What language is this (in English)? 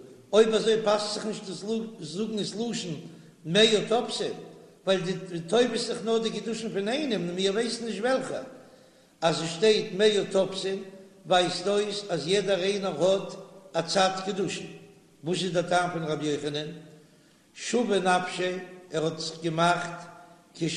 Yiddish